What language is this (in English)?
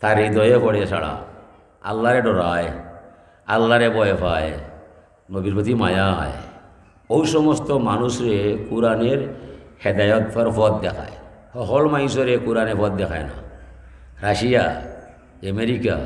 Sylheti